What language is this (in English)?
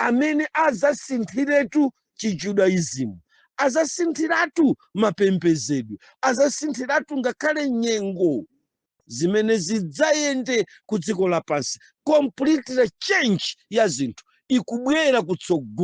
Nyanja